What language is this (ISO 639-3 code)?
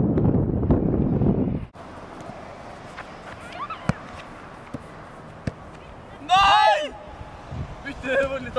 nor